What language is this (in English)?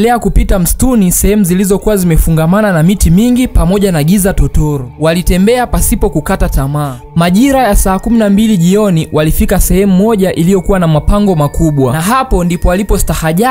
Swahili